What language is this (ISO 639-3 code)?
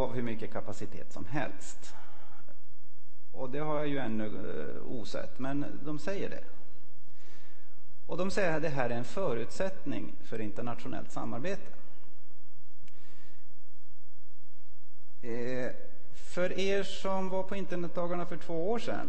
swe